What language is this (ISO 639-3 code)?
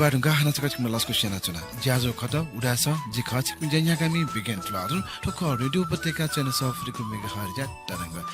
new